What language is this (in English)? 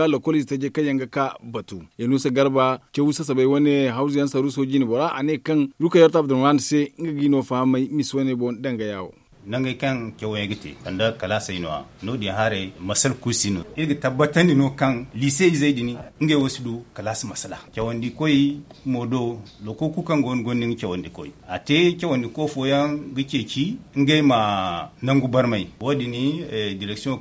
Zarma